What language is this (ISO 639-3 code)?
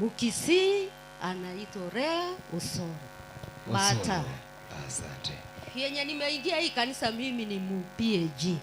guz